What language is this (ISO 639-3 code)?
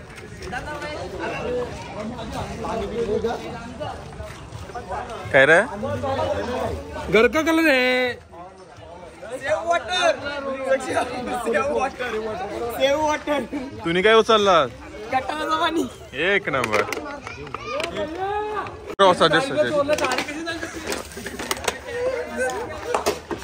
mar